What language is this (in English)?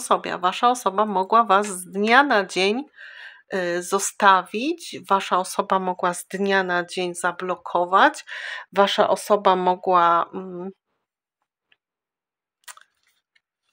Polish